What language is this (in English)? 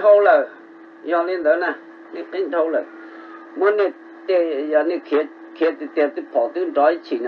Hmong